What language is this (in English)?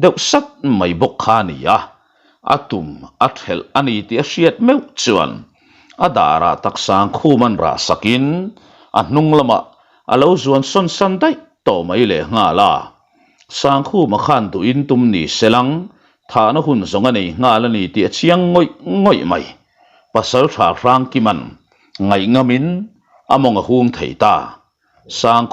Mizo